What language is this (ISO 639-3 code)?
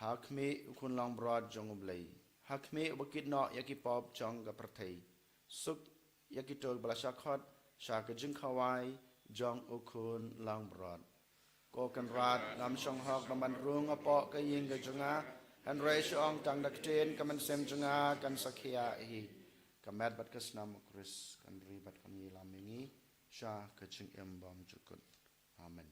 kha